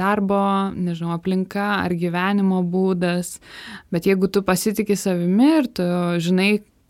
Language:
Lithuanian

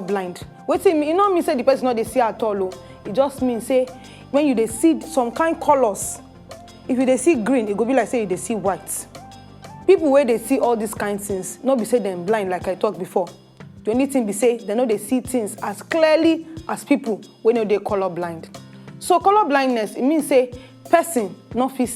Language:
Nigerian Pidgin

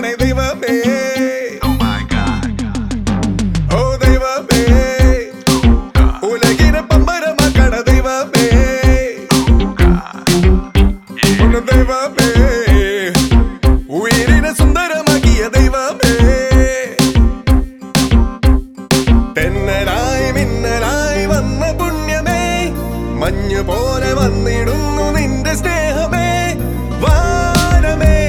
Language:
Malayalam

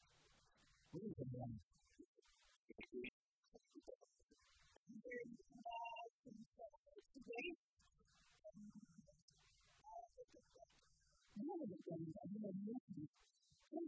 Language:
Kinyarwanda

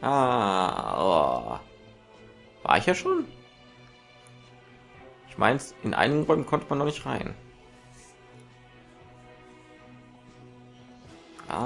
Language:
German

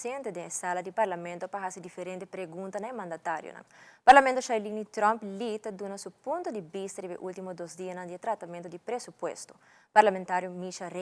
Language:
Papiamento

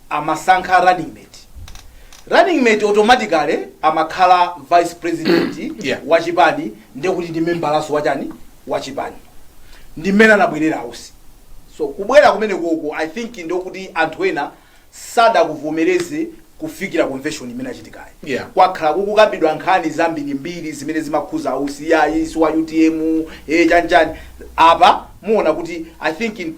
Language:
Nyanja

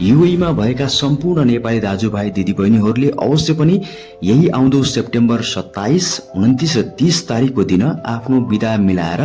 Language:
Nepali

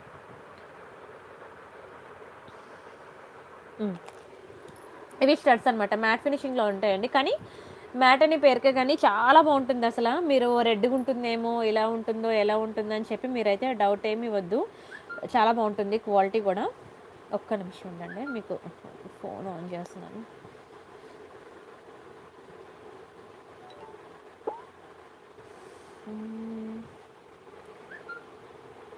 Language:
Telugu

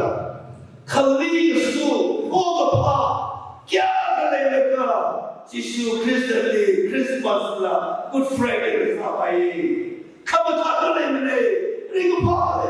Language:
Tangkhul Naga (India)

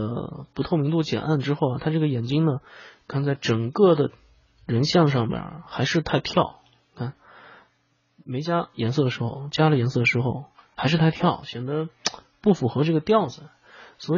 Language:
Chinese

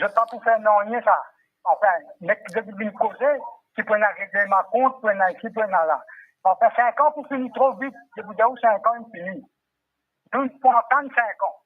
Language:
Morisyen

